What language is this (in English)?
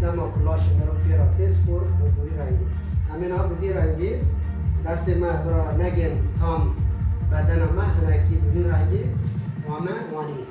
Kurdish